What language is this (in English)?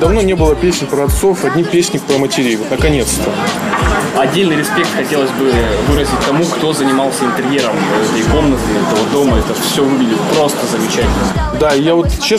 Russian